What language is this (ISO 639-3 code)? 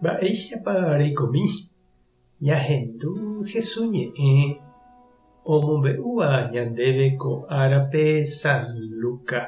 grn